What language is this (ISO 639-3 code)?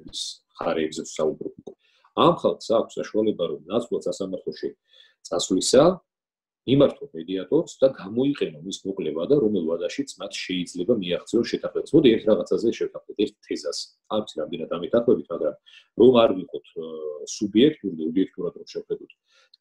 kat